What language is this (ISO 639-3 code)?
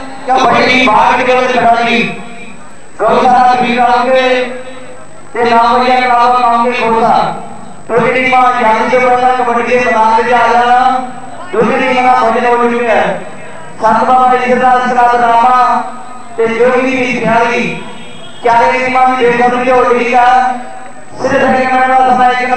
pan